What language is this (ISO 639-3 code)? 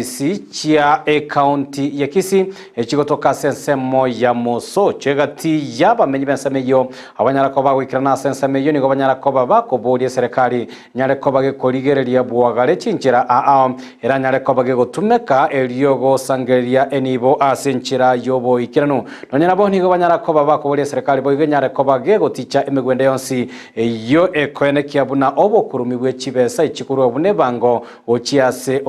guz